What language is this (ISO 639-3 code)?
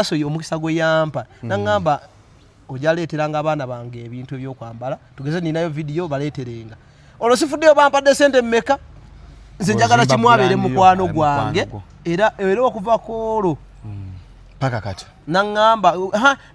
lug